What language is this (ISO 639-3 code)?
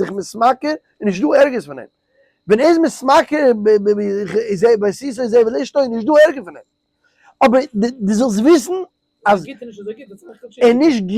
yid